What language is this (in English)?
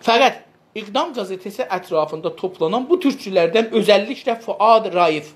South Azerbaijani